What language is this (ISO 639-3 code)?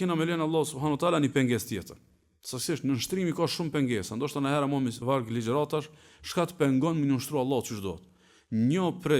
sqi